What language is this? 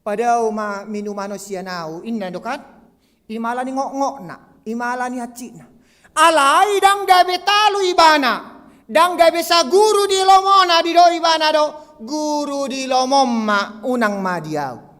Batak Toba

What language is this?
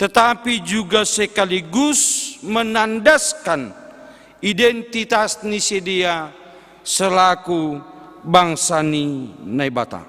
Batak Simalungun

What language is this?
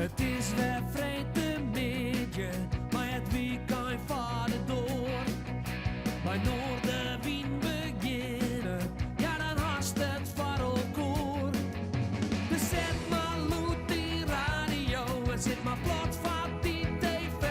Western Frisian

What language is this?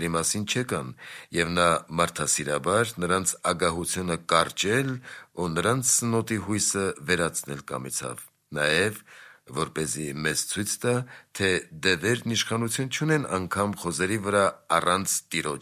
Armenian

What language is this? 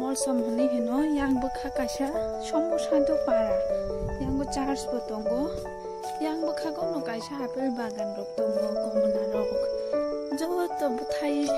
Kok Borok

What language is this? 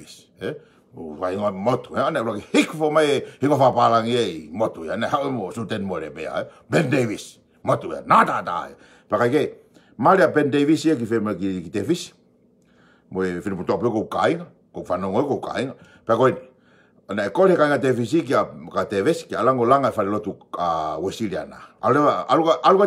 Tongan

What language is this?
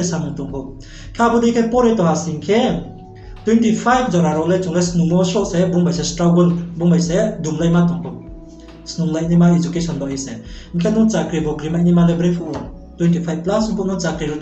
Riang (India)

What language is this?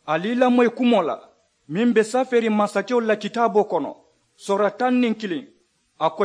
Mandingo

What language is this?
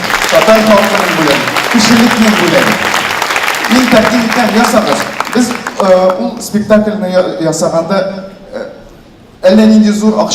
Tatar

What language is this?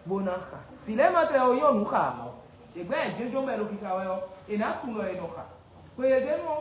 Fon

